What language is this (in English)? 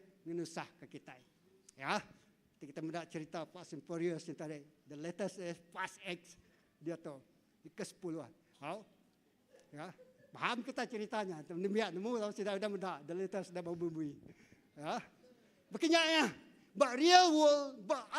Iban